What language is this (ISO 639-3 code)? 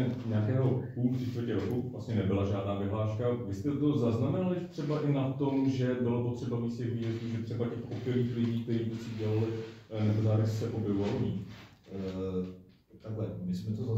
ces